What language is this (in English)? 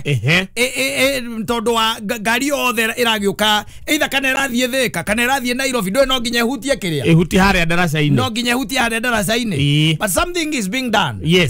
Kikuyu